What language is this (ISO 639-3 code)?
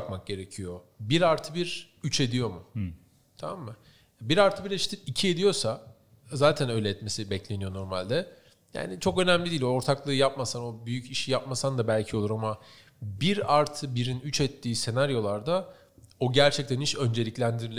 tur